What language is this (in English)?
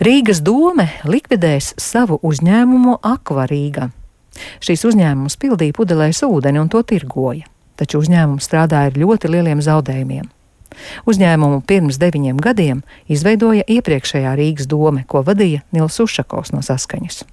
Latvian